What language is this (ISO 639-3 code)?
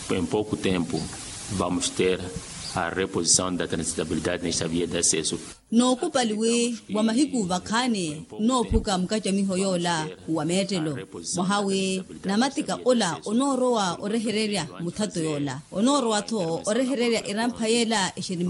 vmw